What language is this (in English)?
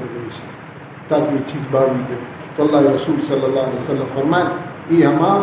Baluchi